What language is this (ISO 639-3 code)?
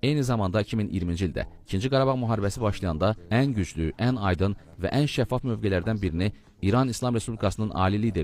aze